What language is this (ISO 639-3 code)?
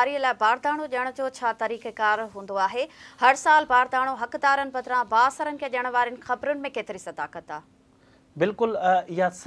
snd